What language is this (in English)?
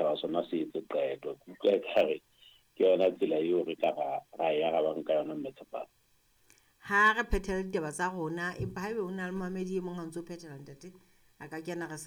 Southern Sotho